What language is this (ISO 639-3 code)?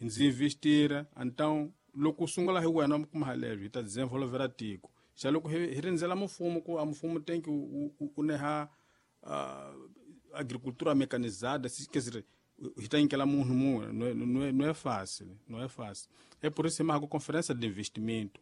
tso